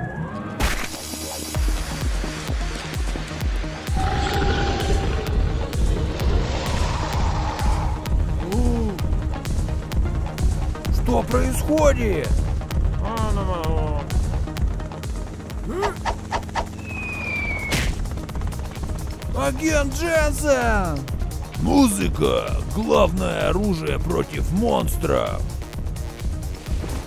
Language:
Russian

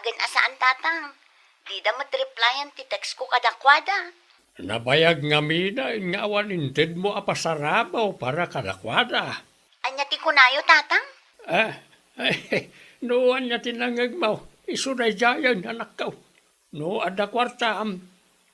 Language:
Iloko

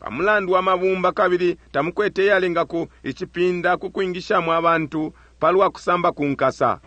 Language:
Bemba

